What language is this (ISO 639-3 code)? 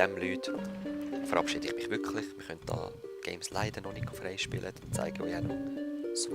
gsw